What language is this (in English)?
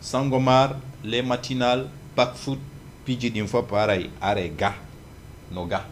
Fula